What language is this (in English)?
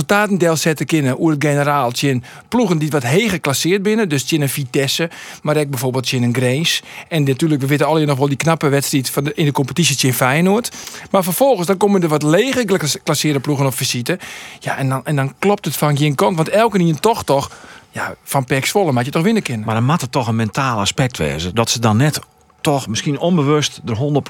Western Frisian